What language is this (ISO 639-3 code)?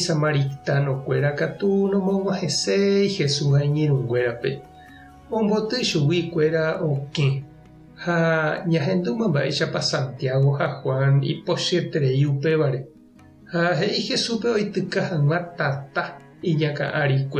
grn